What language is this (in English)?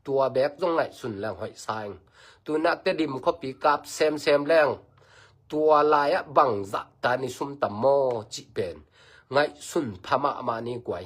Tedim Chin